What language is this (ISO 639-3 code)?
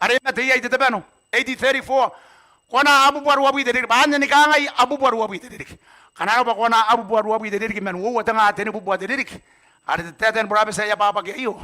gil